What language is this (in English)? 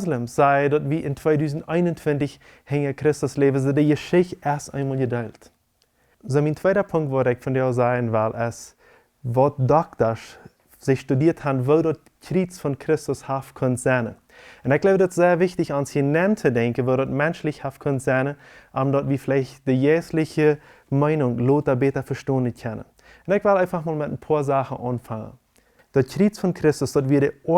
Plautdietsch